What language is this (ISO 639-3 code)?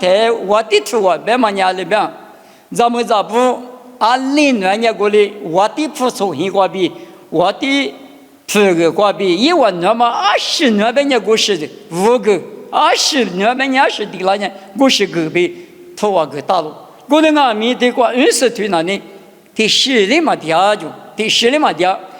lis